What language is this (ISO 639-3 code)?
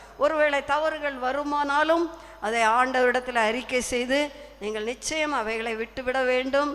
tam